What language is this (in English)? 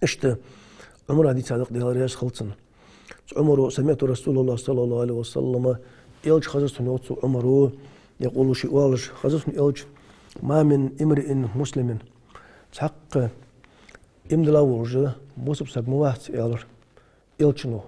Ingush